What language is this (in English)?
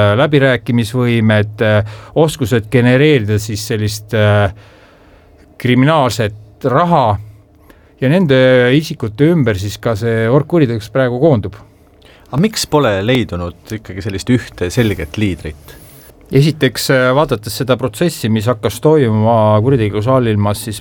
Estonian